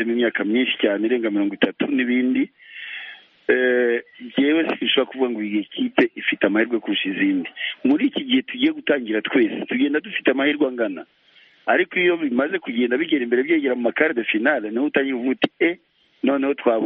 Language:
Kinyarwanda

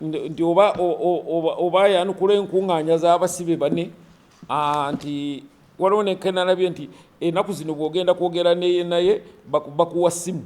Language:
Ganda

